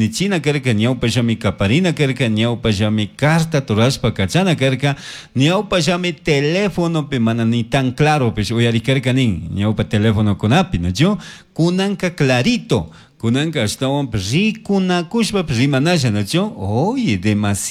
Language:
Chimborazo Highland Quichua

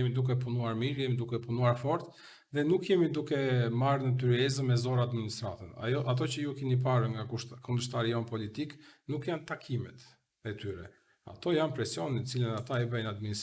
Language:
Albanian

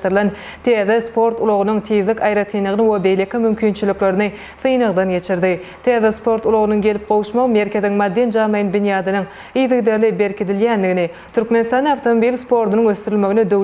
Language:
Turkmen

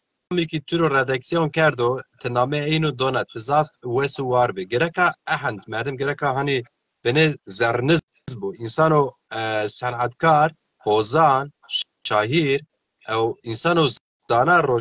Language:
Zaza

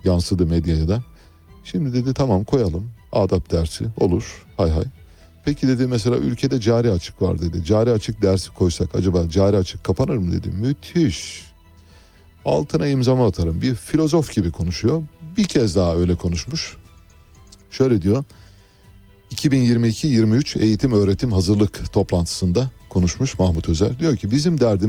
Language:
Turkish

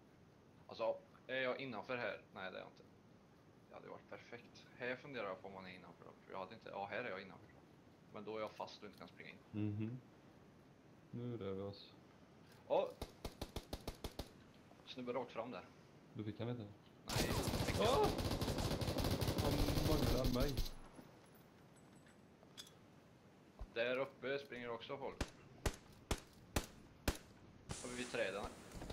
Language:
Swedish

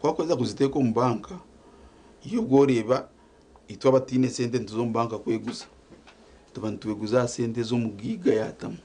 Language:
Nyankole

